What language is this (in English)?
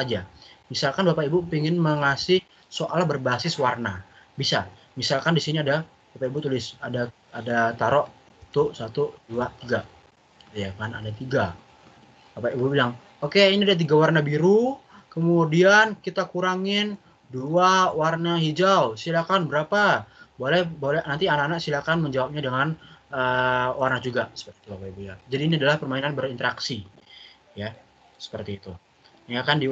Indonesian